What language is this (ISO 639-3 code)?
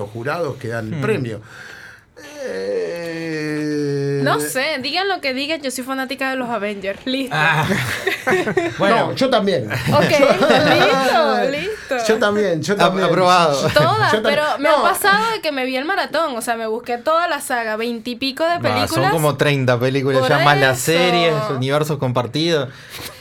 spa